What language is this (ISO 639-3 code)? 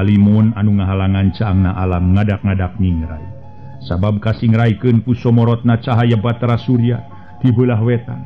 sun